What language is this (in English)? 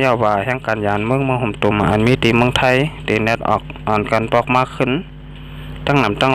Shan